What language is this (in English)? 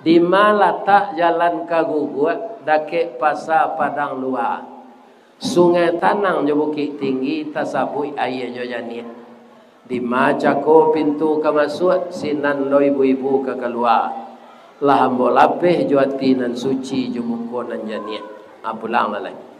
Minangkabau